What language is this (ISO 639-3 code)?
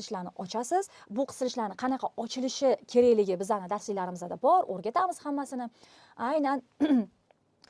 uzb